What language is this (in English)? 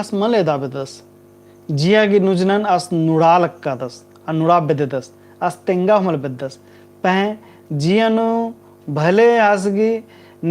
Kurukh